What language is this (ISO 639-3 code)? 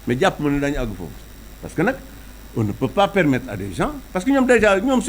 wol